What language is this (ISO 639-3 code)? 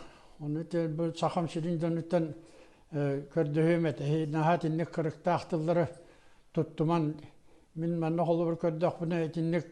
sah